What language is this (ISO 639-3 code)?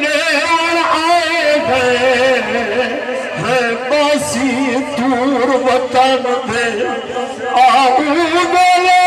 skr